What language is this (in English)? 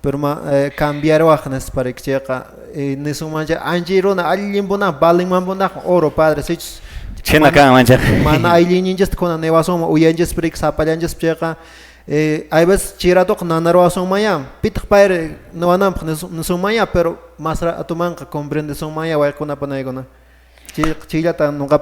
Quechua